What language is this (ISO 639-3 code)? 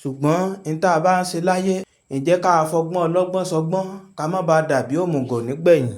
yor